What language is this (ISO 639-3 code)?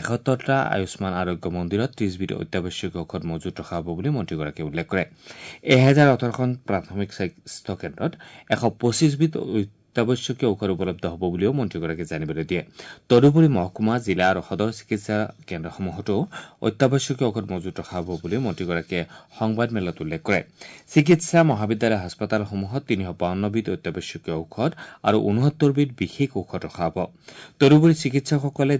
asm